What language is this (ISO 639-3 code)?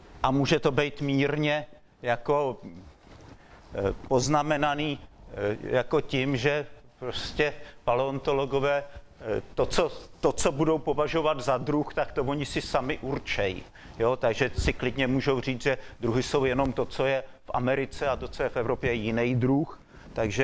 ces